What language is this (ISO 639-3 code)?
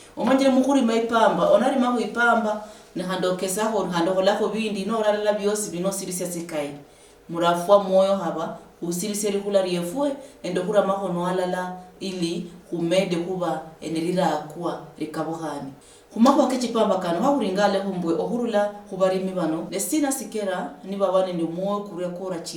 luy